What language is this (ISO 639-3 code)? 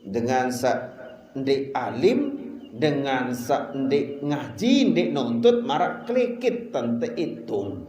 sas